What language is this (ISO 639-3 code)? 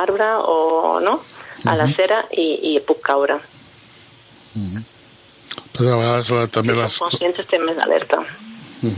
cat